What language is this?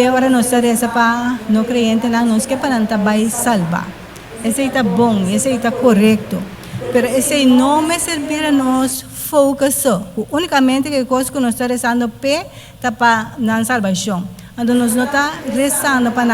Papiamento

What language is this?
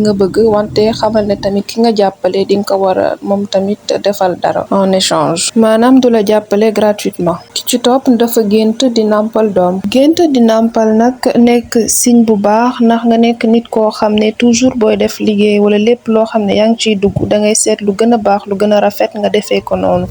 Wolof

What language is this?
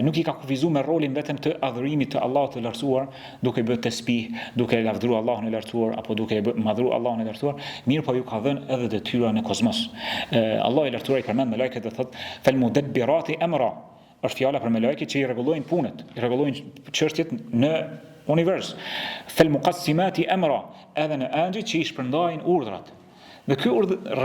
Albanian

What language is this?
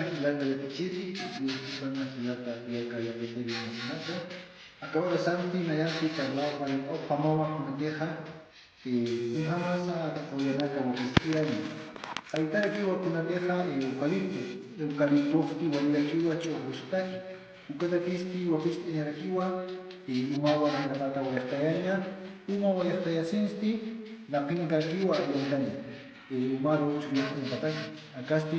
Aymara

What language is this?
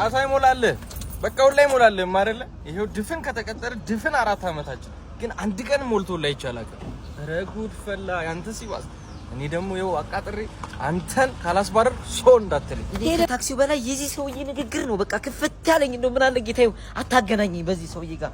Amharic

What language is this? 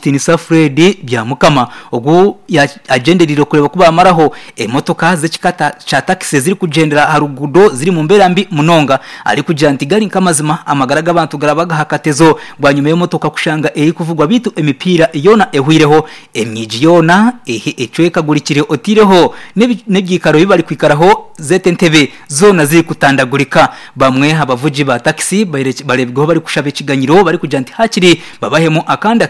Nyankole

